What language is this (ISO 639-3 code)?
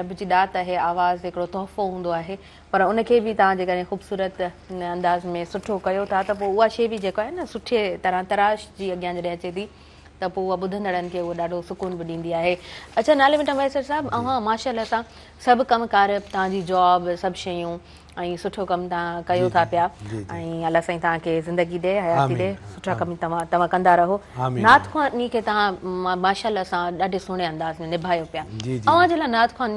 snd